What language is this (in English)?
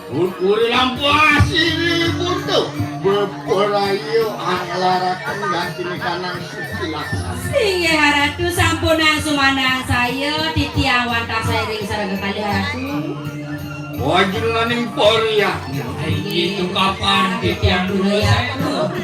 Balinese